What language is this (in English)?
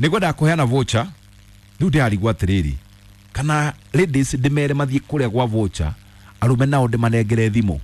Kikuyu